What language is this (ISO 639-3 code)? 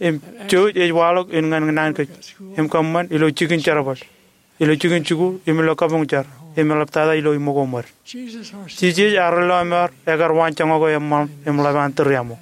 mah